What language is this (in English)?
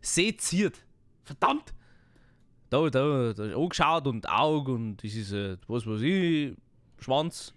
Bavarian